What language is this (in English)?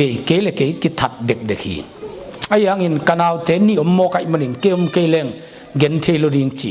Tedim Chin